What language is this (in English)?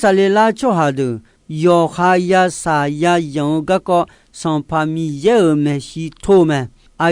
Akha